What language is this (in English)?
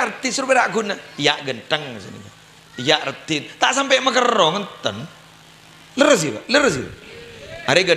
Madurese